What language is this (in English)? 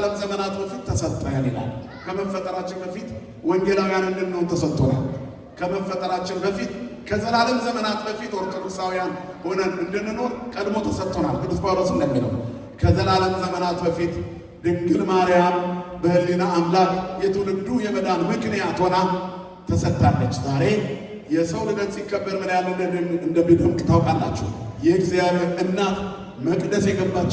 Amharic